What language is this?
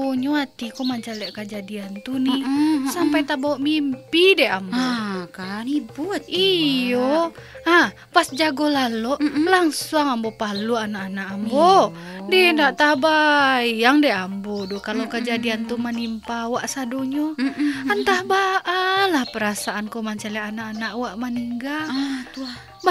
Minangkabau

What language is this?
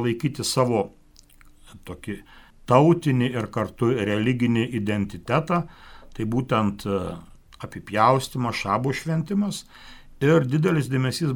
Lithuanian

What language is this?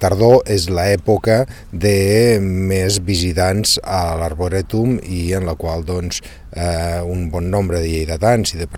Catalan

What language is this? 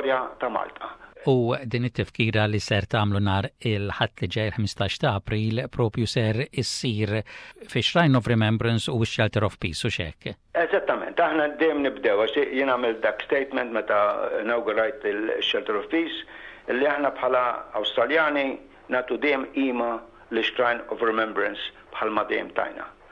Maltese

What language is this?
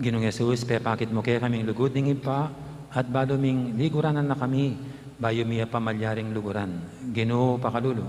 Pampanga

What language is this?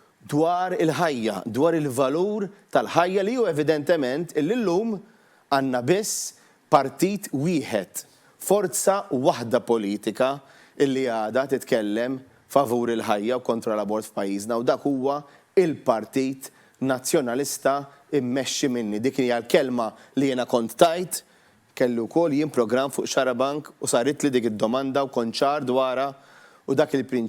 Maltese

